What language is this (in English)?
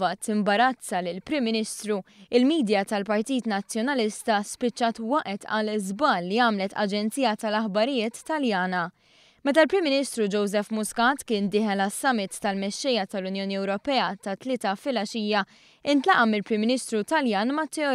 Maltese